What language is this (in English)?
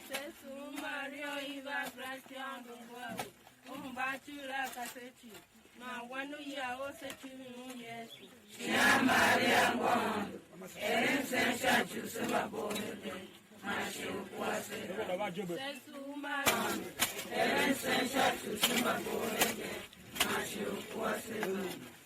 Tiv